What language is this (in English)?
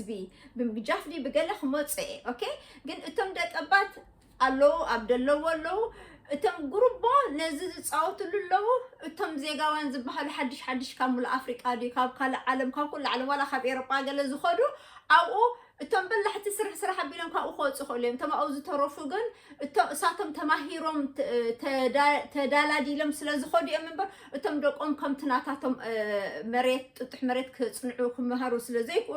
Tigrinya